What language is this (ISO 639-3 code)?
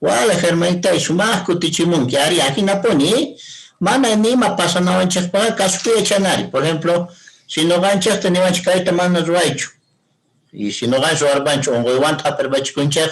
que